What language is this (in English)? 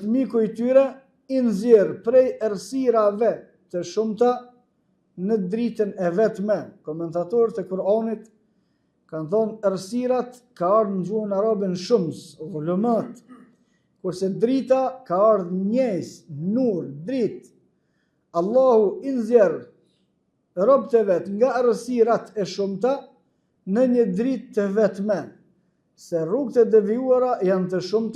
Albanian